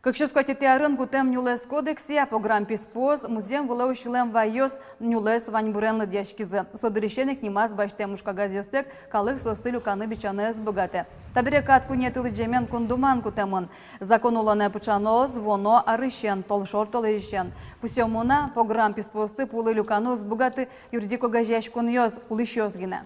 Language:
Udmurt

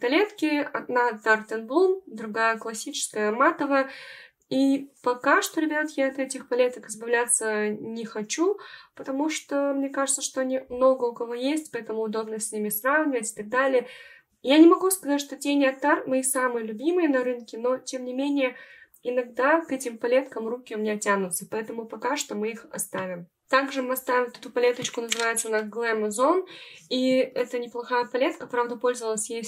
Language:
Russian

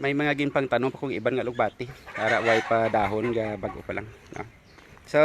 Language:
Hiligaynon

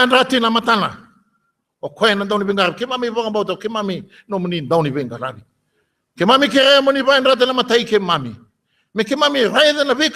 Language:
Fijian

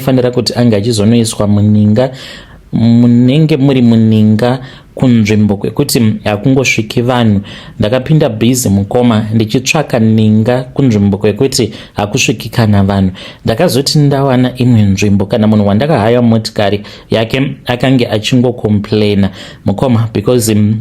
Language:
Shona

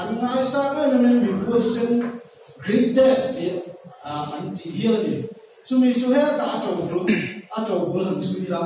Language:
Mizo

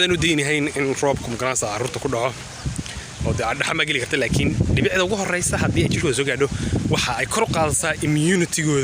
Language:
Somali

